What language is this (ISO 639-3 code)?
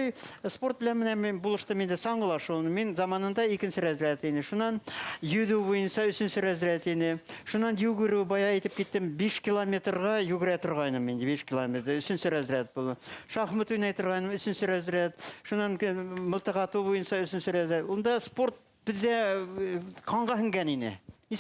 bak